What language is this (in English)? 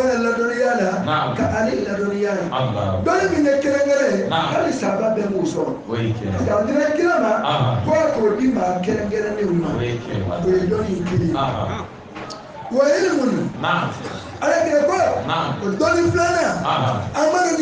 Bambara